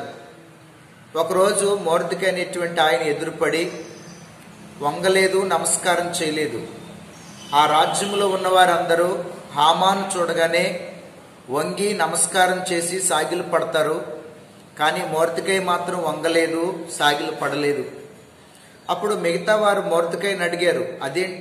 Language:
Telugu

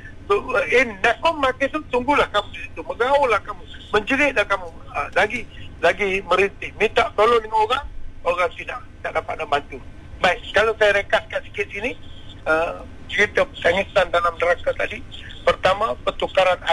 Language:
Malay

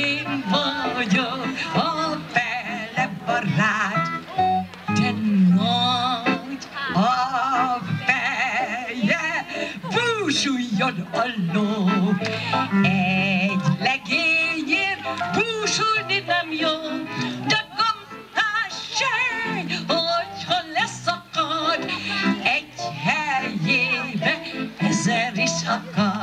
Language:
Hungarian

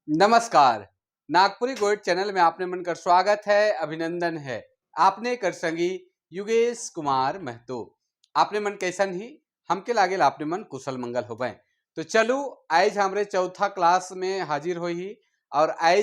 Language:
Sadri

